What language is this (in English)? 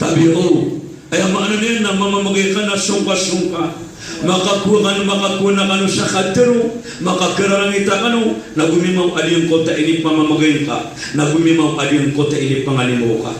Maranao